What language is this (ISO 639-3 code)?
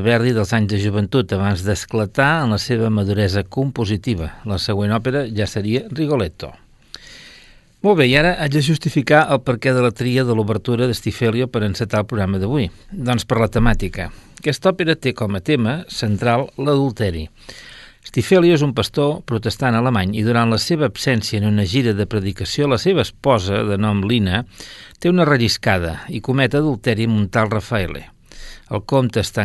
cat